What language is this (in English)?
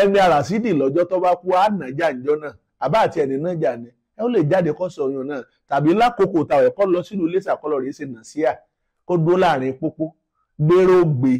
Yoruba